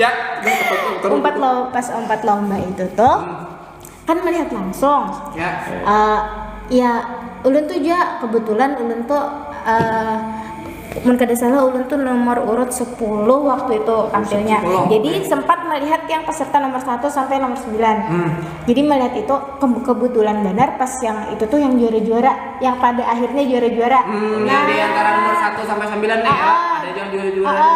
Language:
Banjar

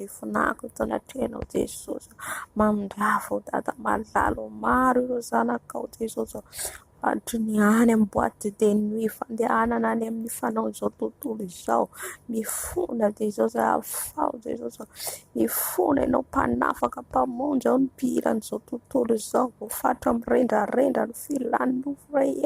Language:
Malagasy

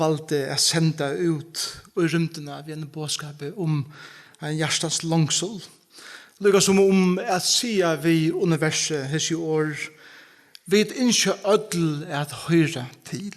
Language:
Faroese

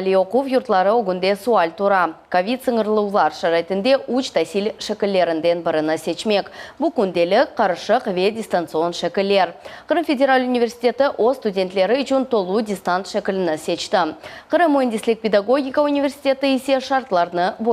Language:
Crimean Tatar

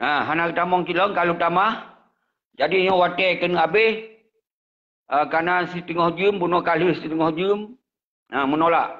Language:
Achinese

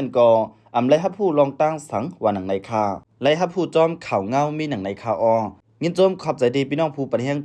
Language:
Shan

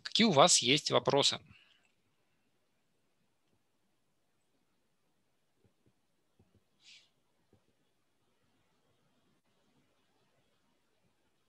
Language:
Russian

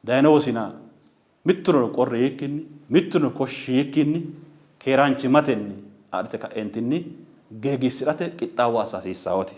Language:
Sidamo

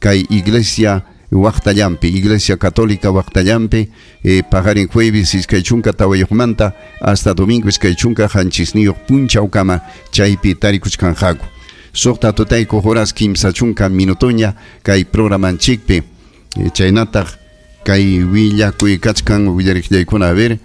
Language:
Ayacucho Quechua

